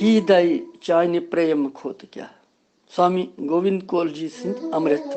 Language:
Kashmiri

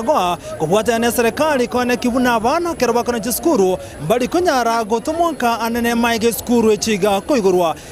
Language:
Gusii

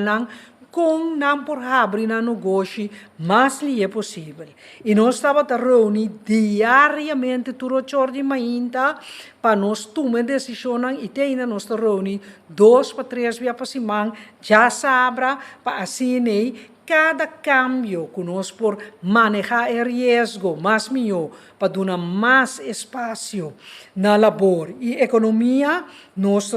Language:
Papiamento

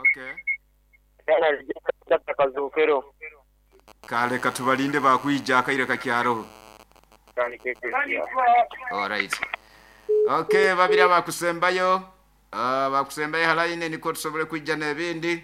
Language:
Nyoro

